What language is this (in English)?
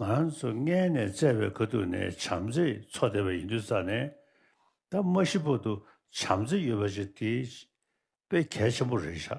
Tibetan